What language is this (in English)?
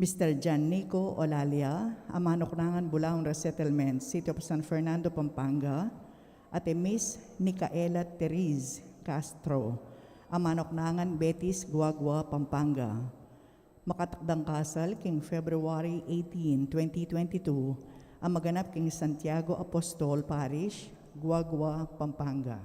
Pampanga